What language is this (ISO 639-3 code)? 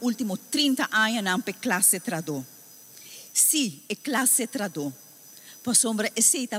pap